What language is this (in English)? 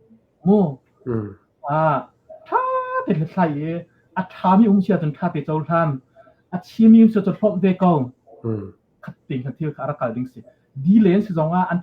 Hakha Chin